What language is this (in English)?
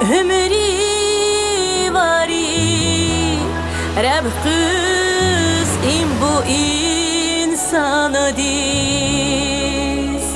Tabassaran